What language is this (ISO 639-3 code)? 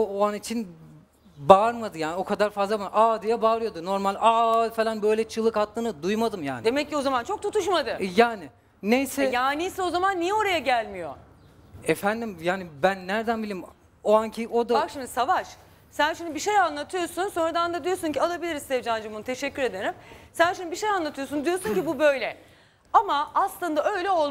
tur